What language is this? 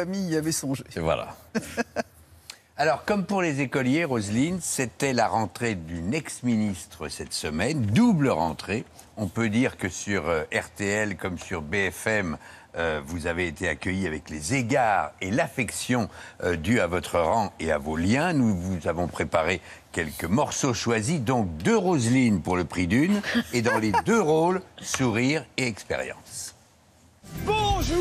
French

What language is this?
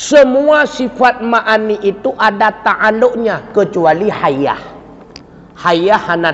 Achinese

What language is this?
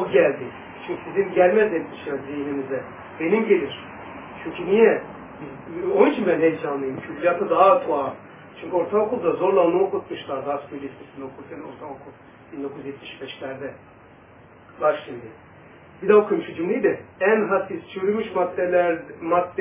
Turkish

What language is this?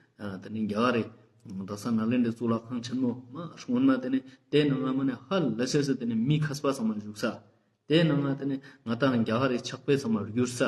Ladakhi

